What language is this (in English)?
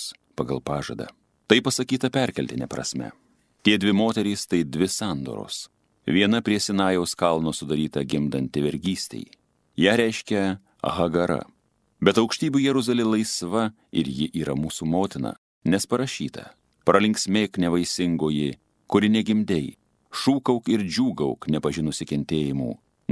Lithuanian